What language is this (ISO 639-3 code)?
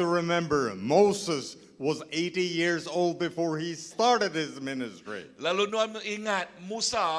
iba